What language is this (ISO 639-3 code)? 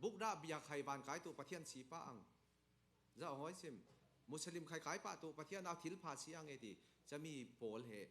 cfm